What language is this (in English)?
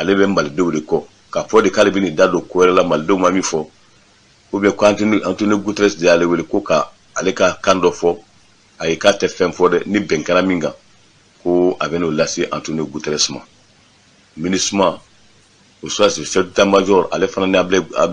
Bambara